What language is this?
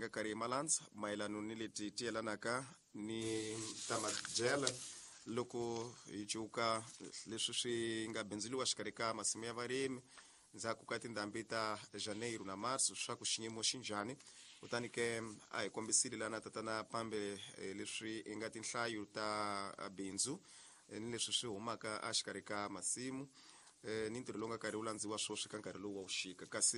Tsonga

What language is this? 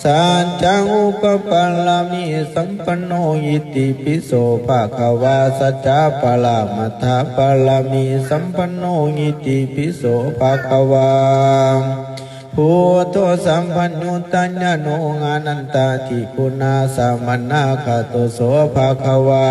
Pali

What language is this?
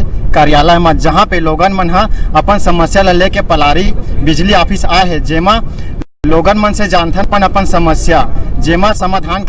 Chhattisgarhi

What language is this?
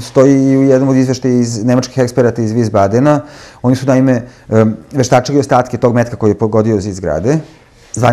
Serbian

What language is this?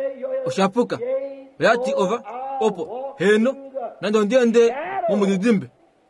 Kuanyama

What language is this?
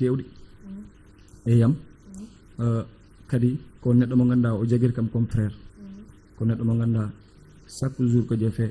Fula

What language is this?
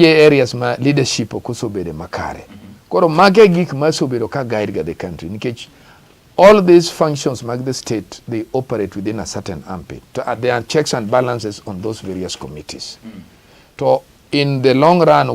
Luo (Kenya and Tanzania)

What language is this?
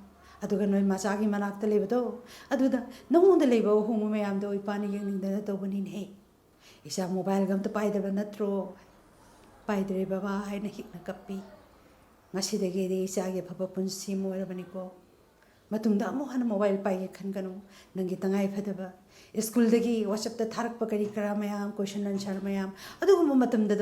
Manipuri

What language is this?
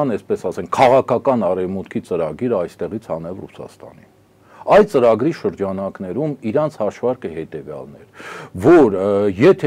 Armenian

